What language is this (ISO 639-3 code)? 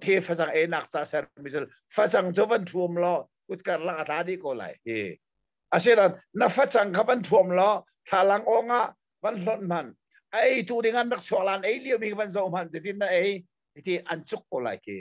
cnh